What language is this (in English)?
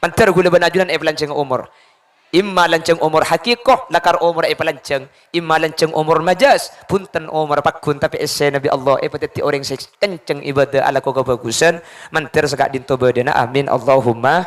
Madurese